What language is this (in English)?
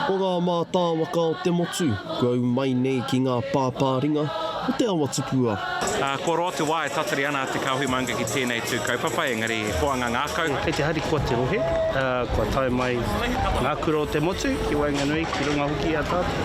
Māori